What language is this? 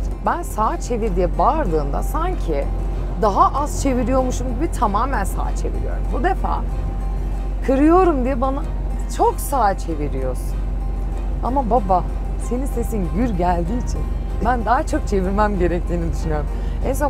Turkish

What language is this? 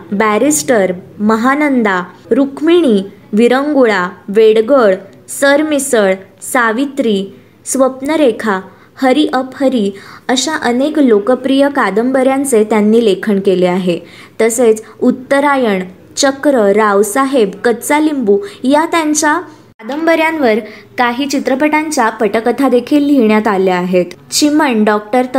Marathi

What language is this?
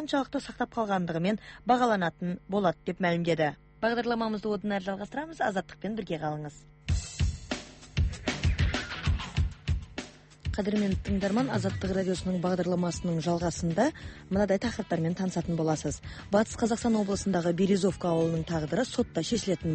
Kazakh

